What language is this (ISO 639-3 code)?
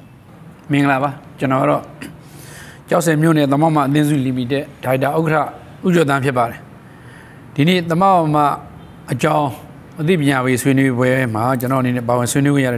mya